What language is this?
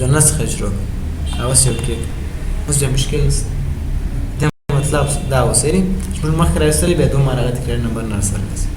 Pashto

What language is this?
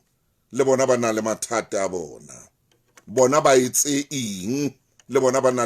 Southern Sotho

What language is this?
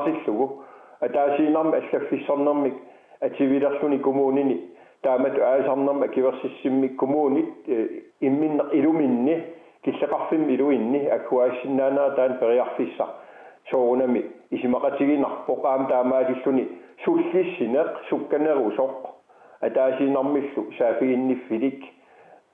Kalaallisut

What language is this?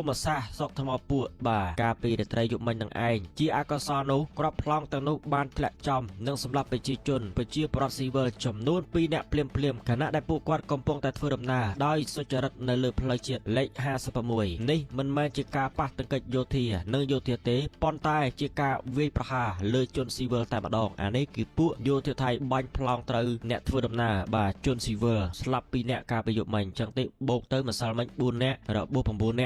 Khmer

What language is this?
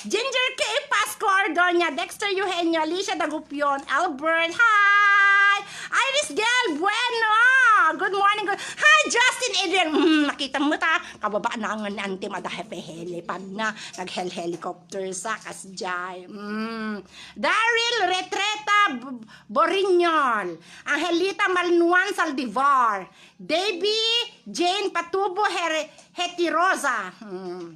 Iloko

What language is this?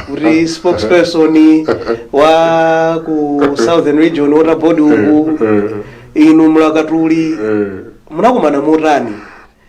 Nyanja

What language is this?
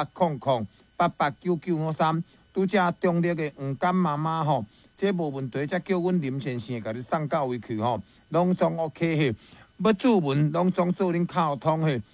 Min Nan Chinese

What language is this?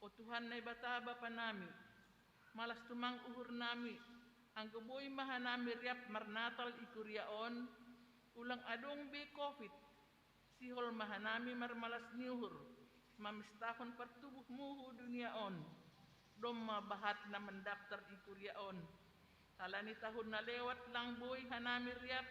Batak Simalungun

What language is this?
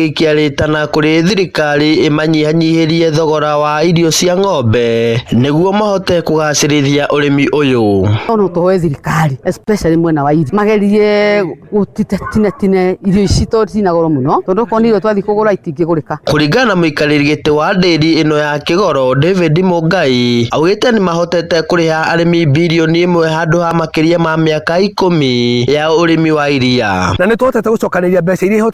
Kikuyu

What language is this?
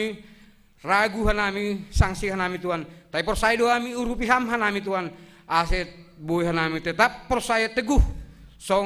Batak Simalungun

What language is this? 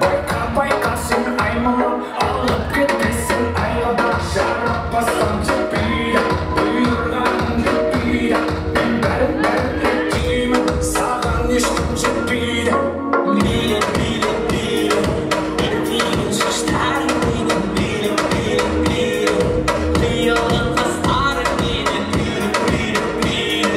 Kara-Kalpak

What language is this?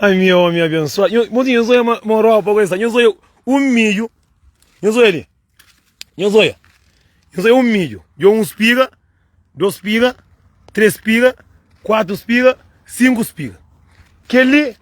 Kabuverdianu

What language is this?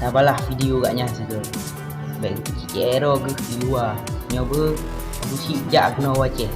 Achinese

